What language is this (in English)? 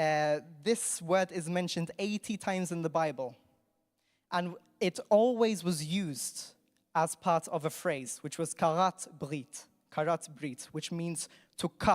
English